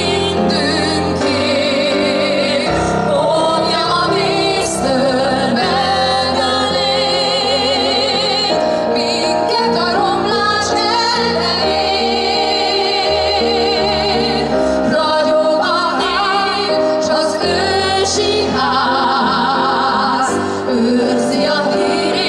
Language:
Hungarian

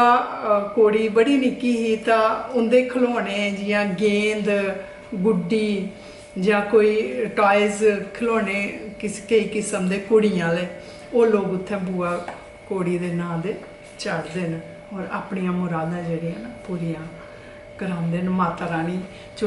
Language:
Dogri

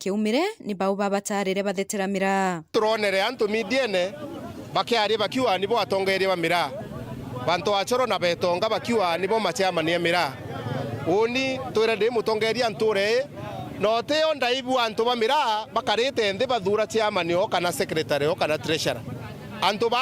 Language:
Meru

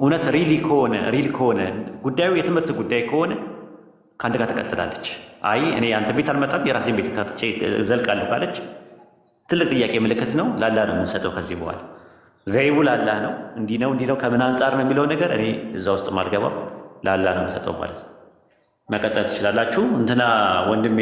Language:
Amharic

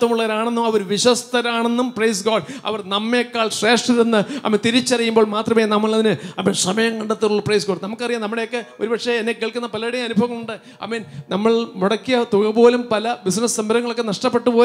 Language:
Malayalam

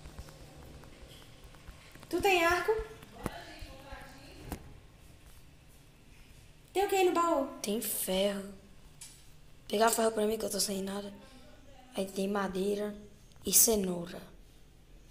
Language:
Portuguese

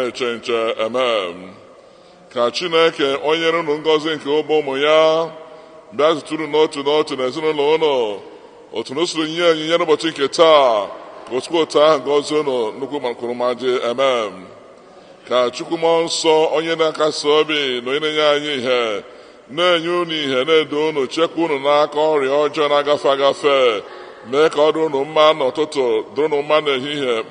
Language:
Igbo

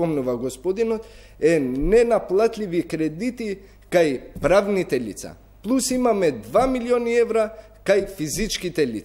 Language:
Macedonian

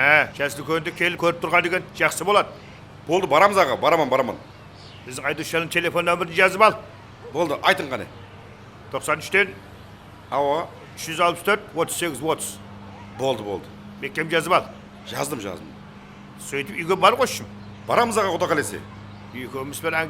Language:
Kara-Kalpak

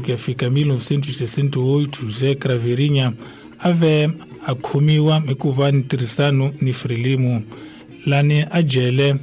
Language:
Tsonga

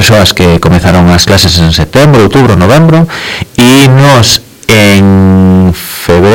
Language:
Galician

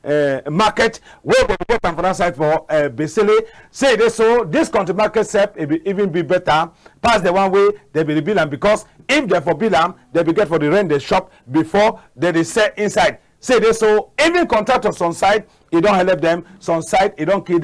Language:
Cameroon Pidgin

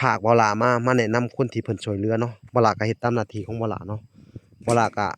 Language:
Lao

